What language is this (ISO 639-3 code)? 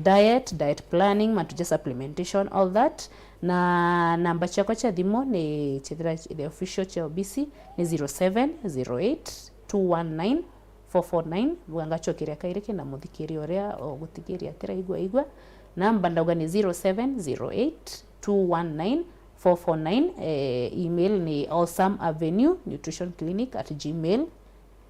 mer